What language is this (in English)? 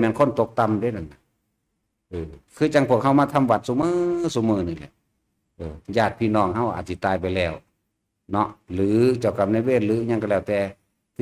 Northeastern Thai